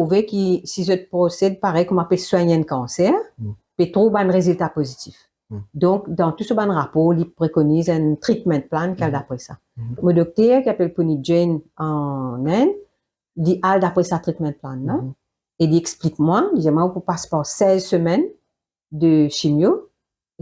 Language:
Morisyen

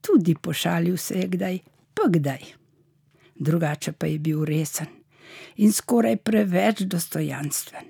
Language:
Slovenian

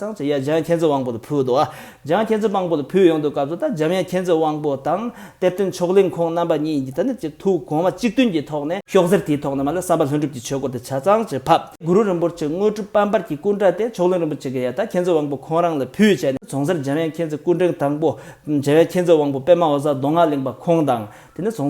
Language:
Tibetan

